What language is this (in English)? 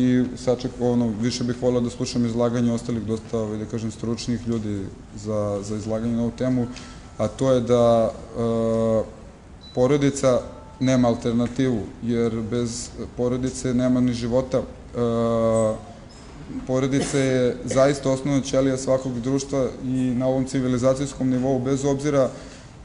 Serbian